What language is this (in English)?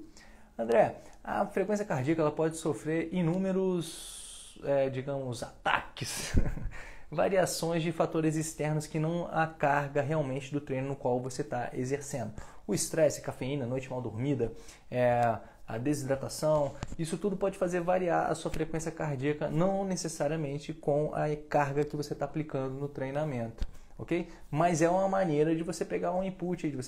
Portuguese